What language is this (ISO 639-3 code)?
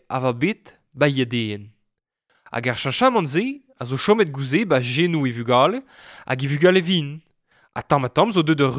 bre